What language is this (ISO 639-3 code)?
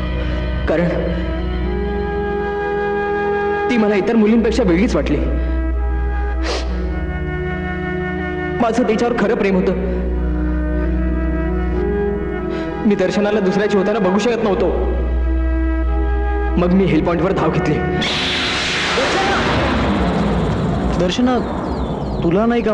mar